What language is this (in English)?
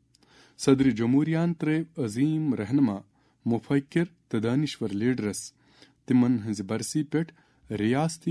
Kashmiri